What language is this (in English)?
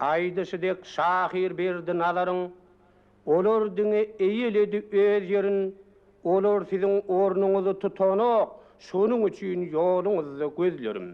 Turkmen